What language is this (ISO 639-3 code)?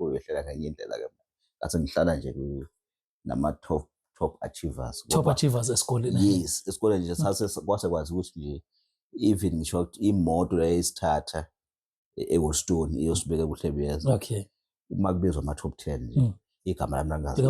zul